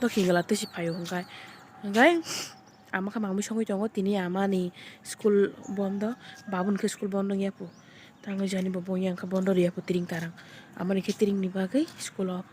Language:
Kok Borok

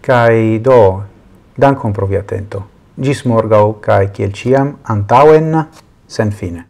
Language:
Esperanto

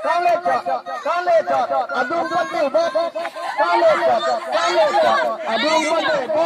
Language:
Karbi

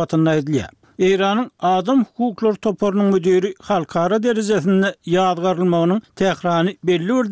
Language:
Turkmen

